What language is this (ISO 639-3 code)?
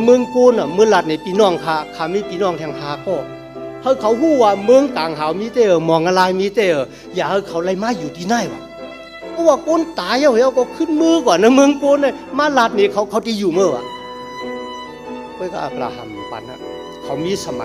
shn